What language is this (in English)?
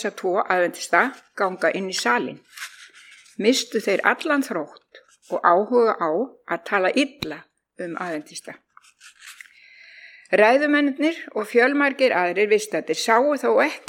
Icelandic